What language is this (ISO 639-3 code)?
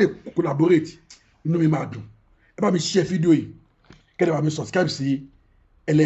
yor